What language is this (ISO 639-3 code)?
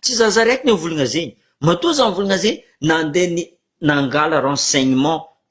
mlg